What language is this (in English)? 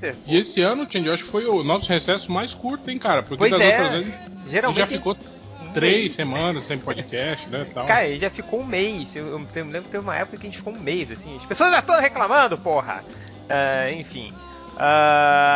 Portuguese